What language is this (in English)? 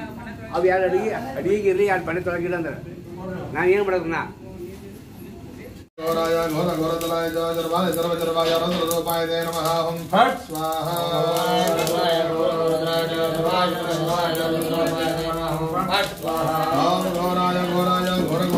Kannada